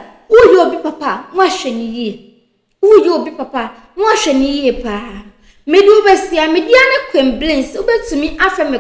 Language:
Akan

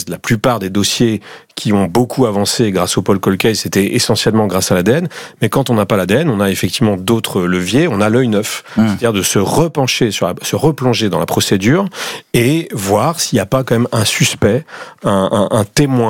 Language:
French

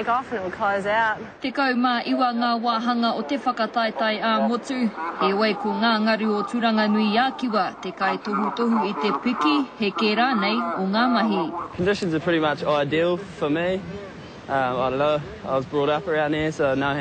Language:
Māori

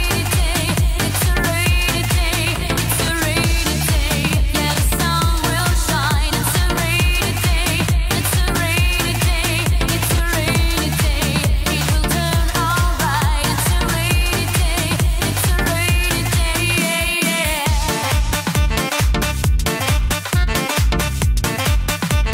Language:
English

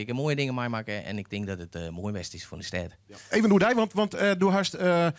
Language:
Western Frisian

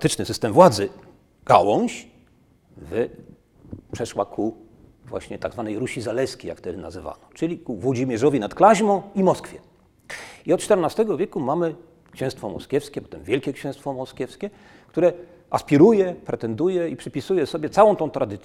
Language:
Polish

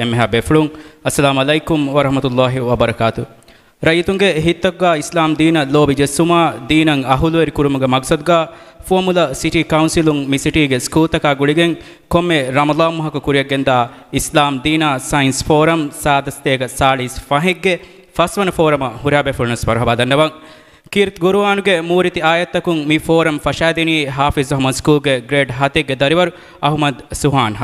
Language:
Divehi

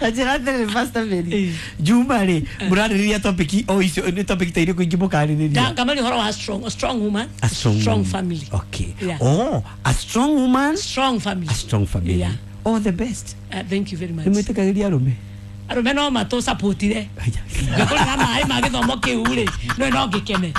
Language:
Kikuyu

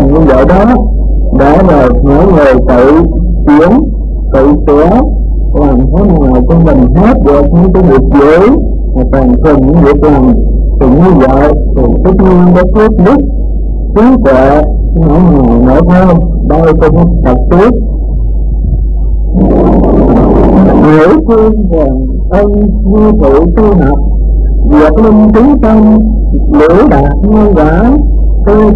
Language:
Vietnamese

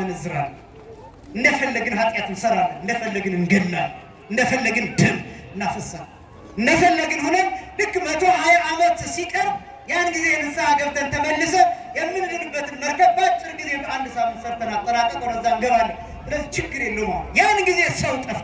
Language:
Amharic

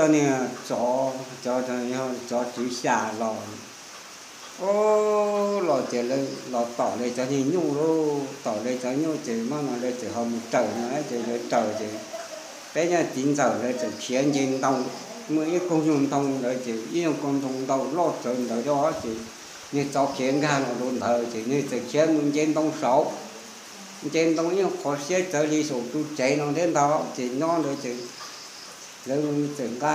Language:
Vietnamese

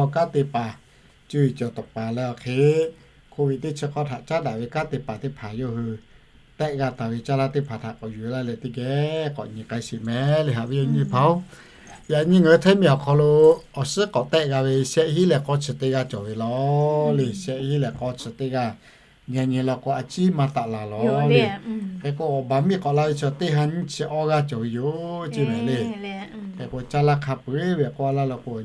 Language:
Lahu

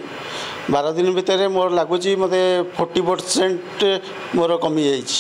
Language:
Odia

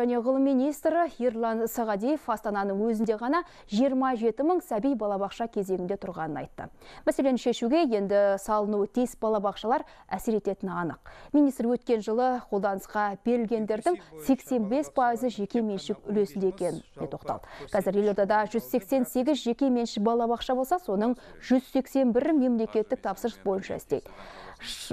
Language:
Kazakh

